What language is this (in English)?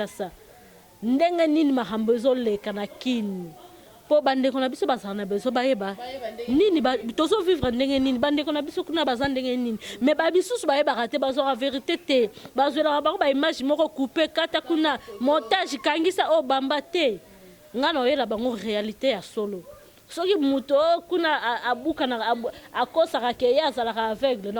Lingala